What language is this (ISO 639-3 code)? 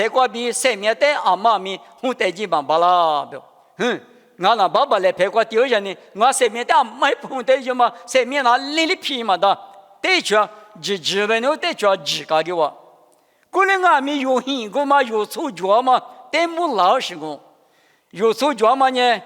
lis